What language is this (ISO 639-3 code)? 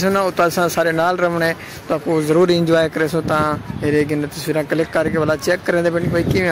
skr